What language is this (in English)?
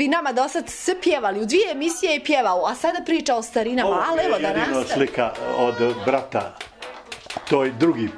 Bosnian